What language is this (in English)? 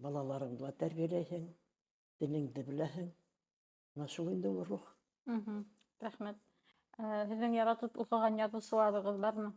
Bashkir